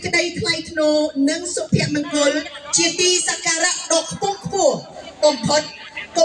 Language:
Khmer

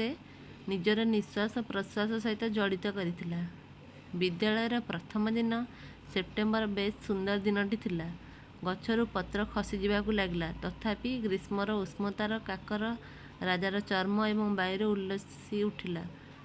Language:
Odia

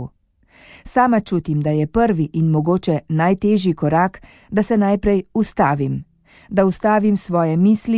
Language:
Slovenian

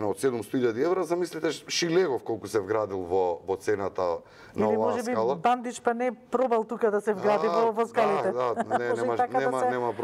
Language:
Macedonian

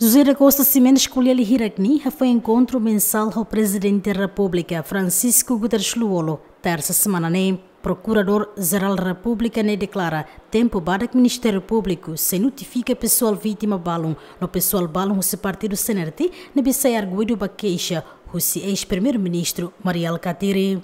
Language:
Tetum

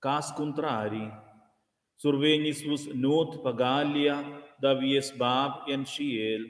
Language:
Romansh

